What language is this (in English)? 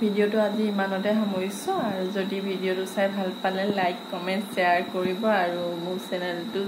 Assamese